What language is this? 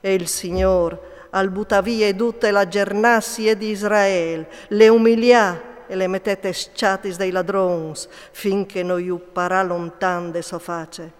Friulian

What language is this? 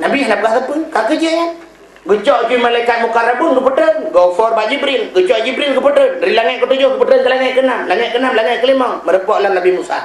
Achinese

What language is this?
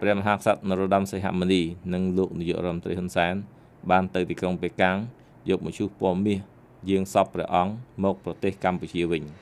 Khmer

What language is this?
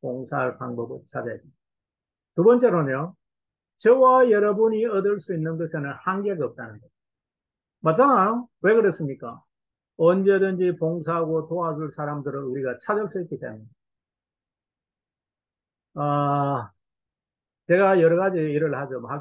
Korean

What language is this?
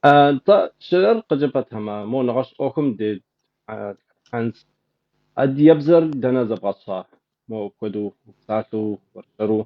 Kabardian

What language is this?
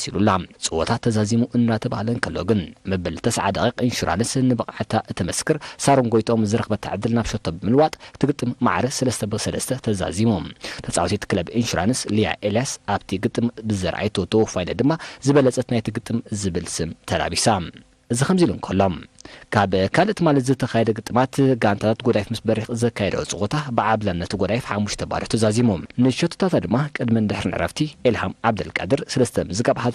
Tigrinya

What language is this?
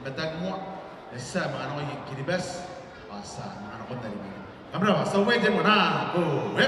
Gilbertese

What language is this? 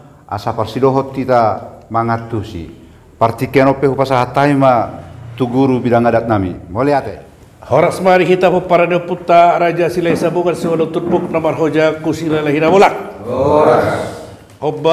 Batak Toba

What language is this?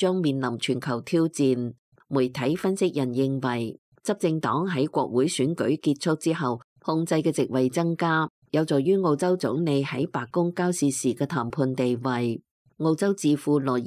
Cantonese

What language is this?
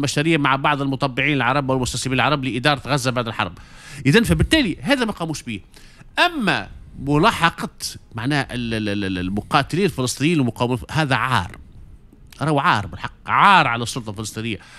Tunisian Arabic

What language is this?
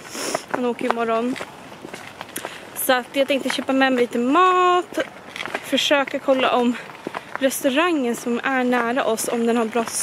Swedish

